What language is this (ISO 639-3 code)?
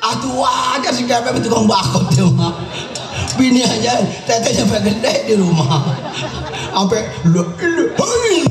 bew